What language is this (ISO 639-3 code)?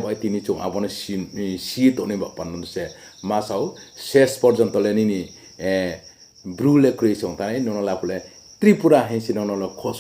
ria